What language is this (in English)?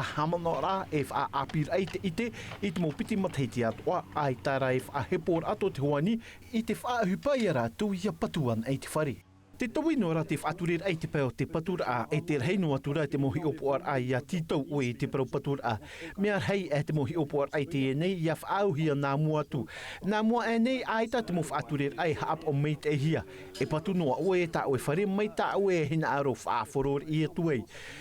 Tahitian